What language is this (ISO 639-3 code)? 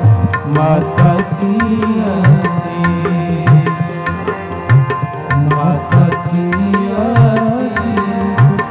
hin